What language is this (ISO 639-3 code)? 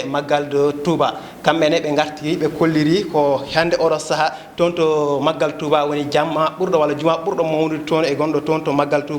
ful